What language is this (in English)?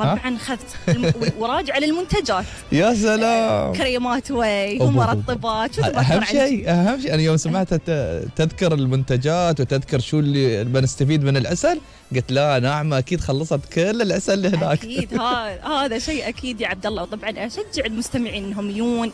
Gulf Arabic